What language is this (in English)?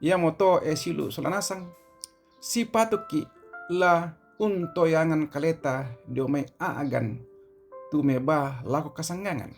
Toraja-Sa'dan